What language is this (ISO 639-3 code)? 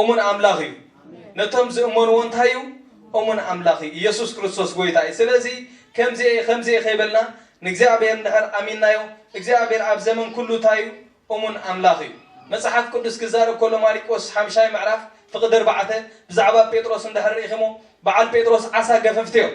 tir